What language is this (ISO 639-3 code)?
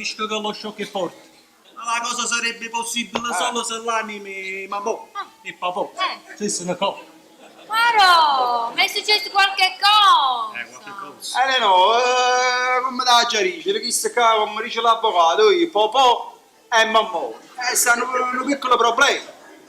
nap